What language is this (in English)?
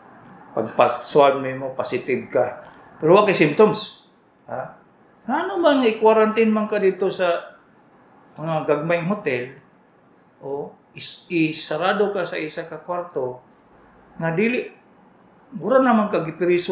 Cebuano